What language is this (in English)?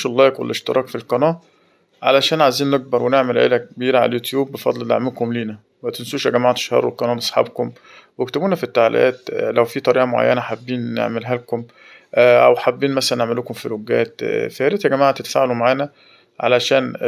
Egyptian Arabic